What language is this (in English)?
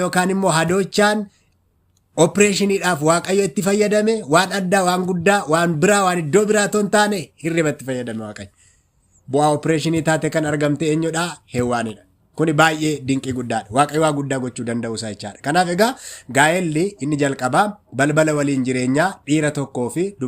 Oromo